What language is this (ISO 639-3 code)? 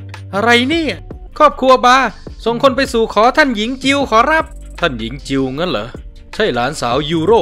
tha